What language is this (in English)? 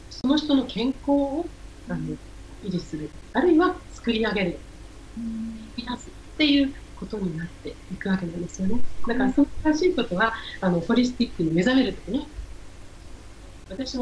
Japanese